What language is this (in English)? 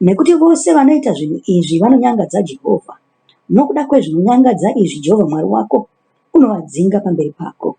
Shona